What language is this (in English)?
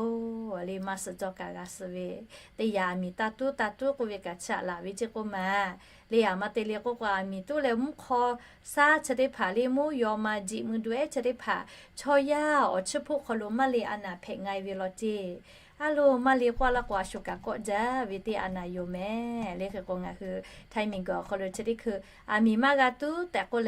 Lahu